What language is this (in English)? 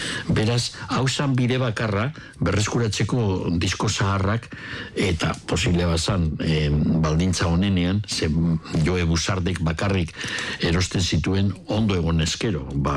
Basque